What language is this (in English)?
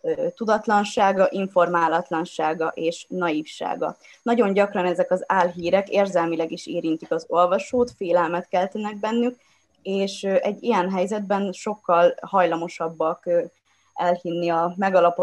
Hungarian